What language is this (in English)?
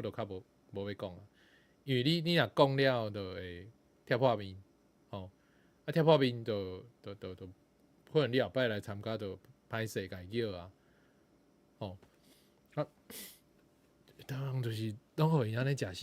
Min Nan Chinese